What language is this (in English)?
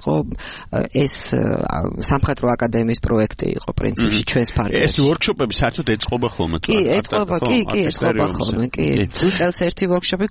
Georgian